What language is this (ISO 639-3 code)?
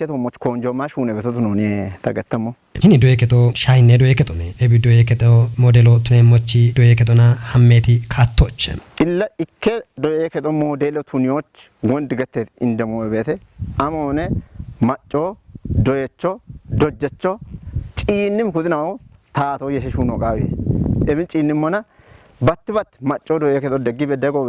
kbr